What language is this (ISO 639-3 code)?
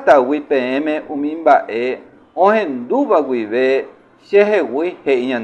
grn